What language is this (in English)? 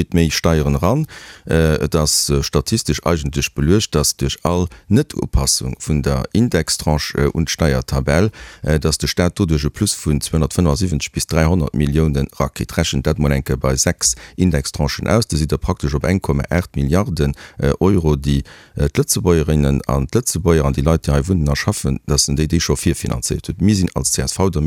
Luxembourgish